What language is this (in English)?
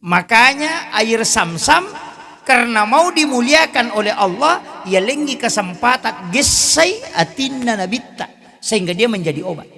Buginese